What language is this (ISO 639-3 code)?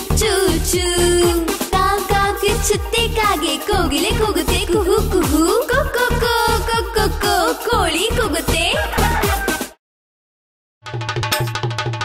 kan